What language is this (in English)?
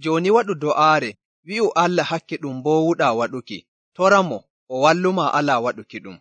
Nigerian Fulfulde